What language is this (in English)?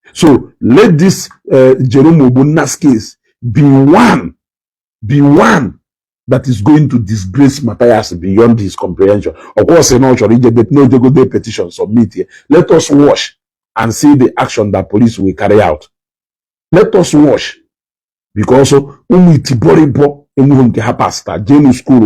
Igbo